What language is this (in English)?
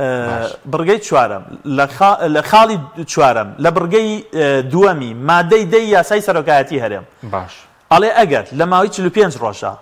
Central Kurdish